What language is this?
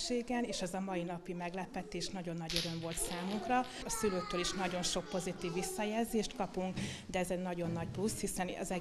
Hungarian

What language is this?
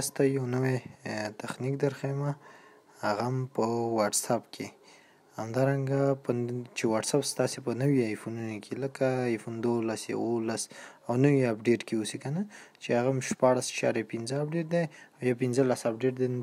Pashto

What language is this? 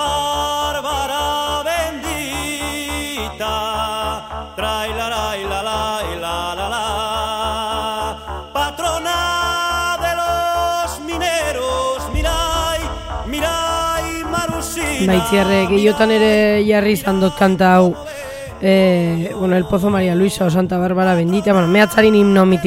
Basque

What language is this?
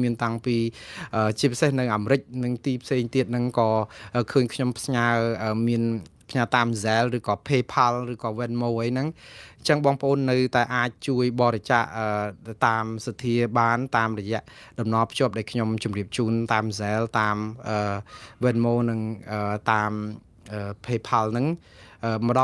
Khmer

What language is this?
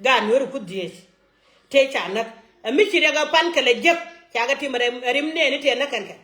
Nuer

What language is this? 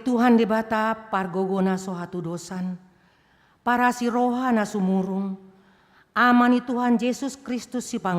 Batak Toba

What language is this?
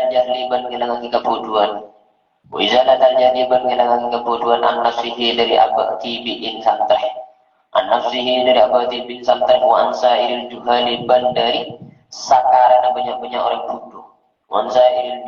Madurese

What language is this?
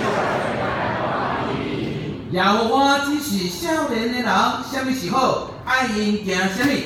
Min Nan Chinese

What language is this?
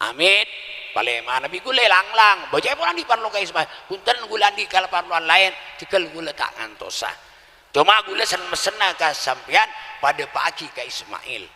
Madurese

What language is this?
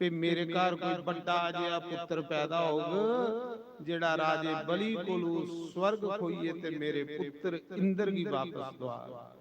Dogri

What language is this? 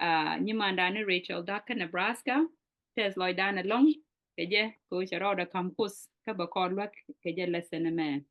Nuer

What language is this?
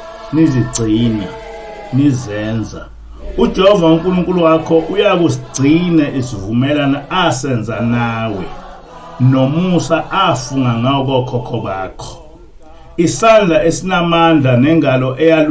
Zulu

